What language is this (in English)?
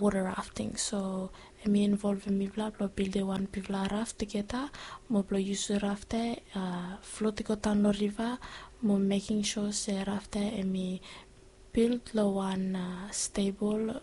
Bislama